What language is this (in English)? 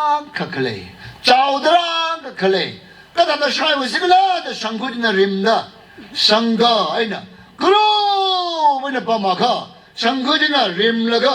Tangkhul Naga (India)